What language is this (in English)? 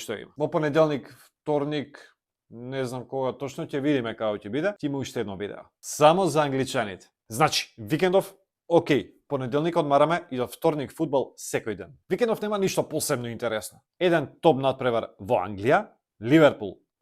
Macedonian